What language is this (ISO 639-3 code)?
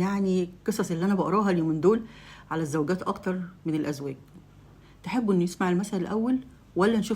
arz